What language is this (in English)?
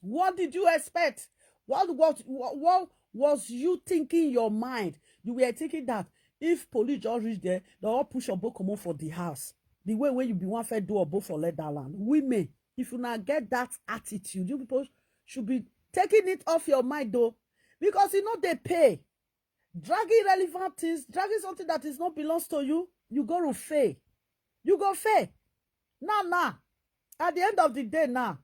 Nigerian Pidgin